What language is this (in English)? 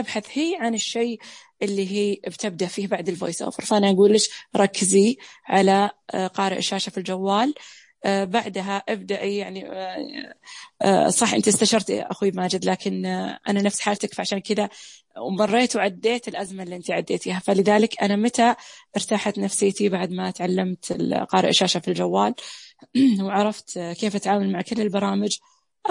Najdi Arabic